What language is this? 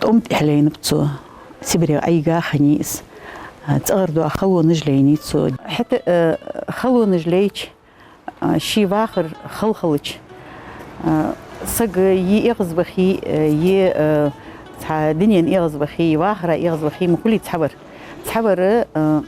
Ingush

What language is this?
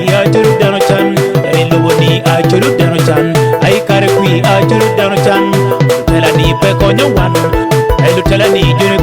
Acoli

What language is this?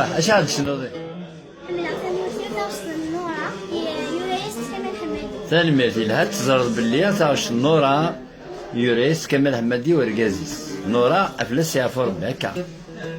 Kabyle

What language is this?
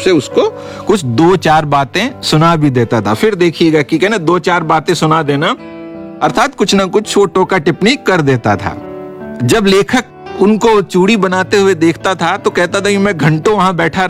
Hindi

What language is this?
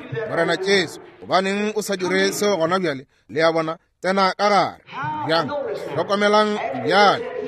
Northern Sotho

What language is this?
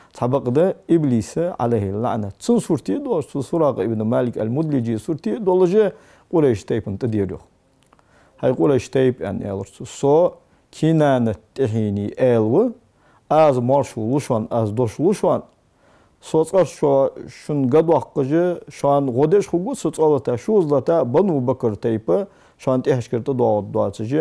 Ingush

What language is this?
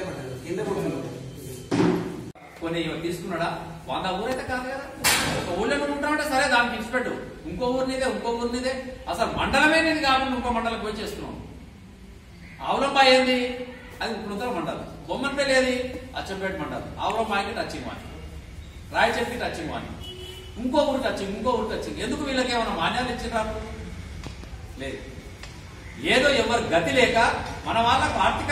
Telugu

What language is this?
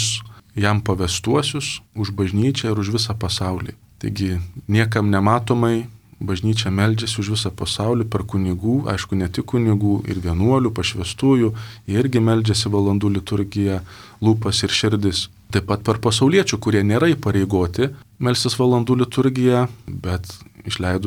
Lithuanian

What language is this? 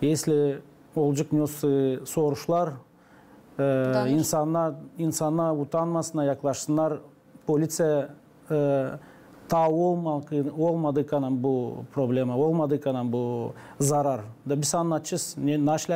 Gagauz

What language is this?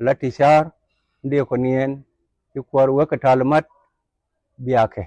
Nuer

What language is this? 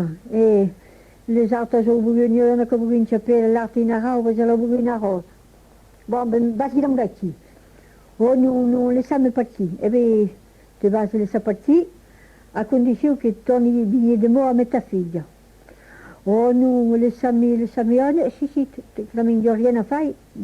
Occitan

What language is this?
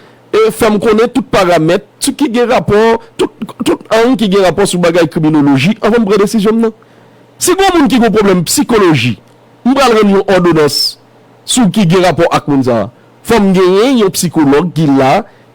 Haitian Creole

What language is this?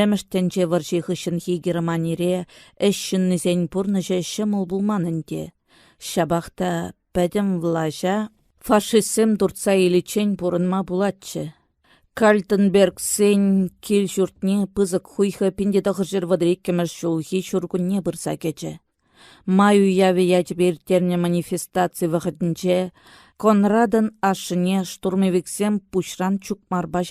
Chuvash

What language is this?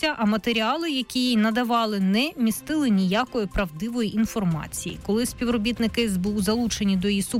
Ukrainian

